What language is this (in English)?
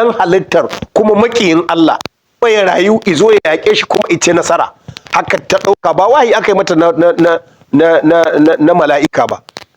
Hausa